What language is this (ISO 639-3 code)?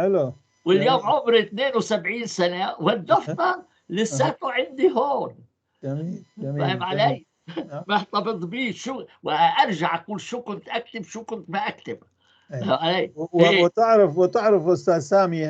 apc